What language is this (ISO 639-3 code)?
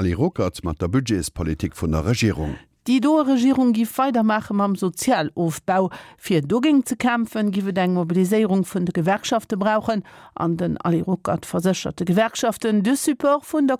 ltz